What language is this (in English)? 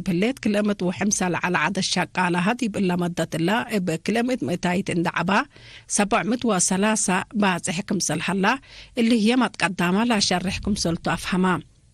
Tigre